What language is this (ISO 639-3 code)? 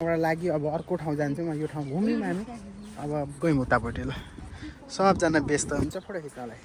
nep